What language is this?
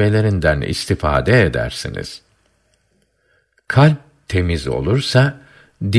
Turkish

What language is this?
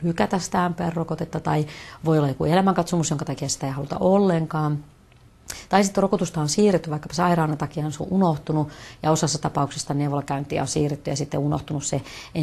Finnish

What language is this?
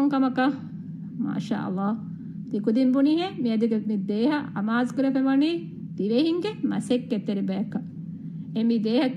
Divehi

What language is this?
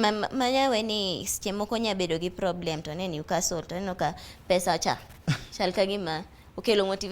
Luo (Kenya and Tanzania)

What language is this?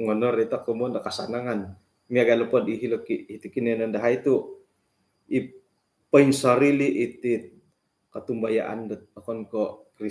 Central Dusun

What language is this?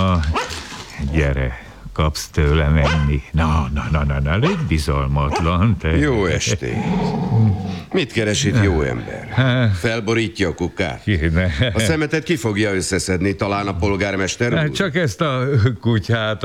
Hungarian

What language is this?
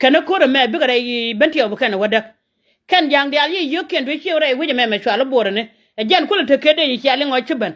Nuer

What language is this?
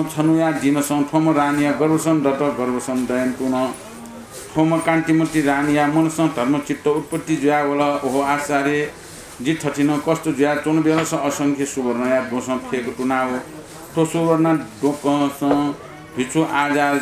Newari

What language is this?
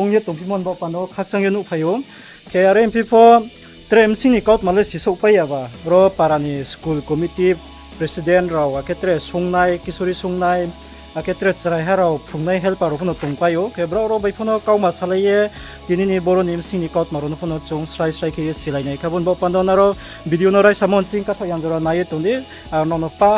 Riang (India)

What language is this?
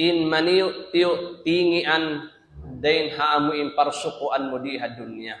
Tausug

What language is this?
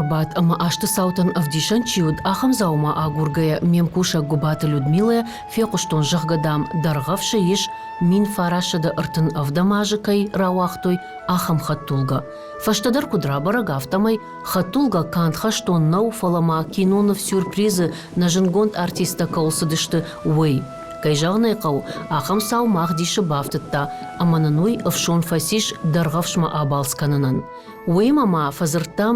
Ossetic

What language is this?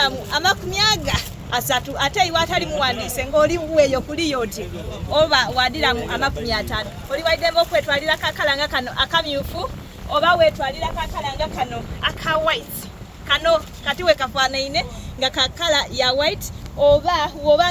Soga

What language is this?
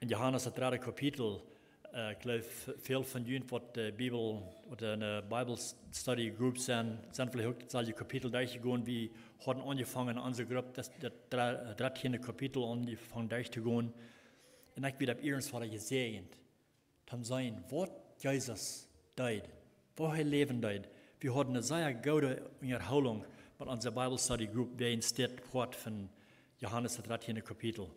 Plautdietsch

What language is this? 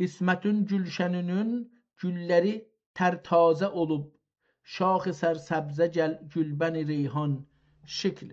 South Azerbaijani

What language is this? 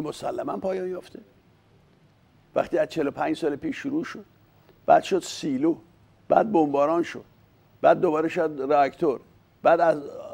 Persian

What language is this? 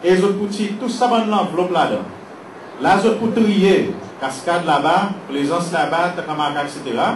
Seselwa Creole French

